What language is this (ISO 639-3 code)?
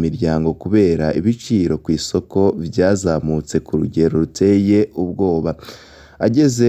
run